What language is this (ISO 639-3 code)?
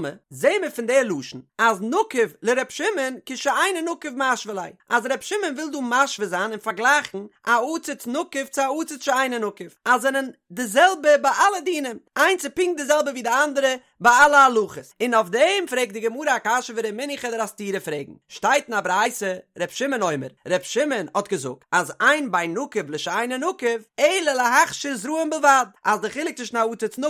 yid